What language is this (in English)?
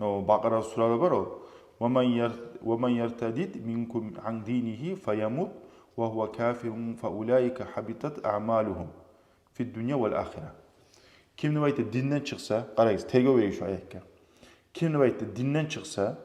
Kumyk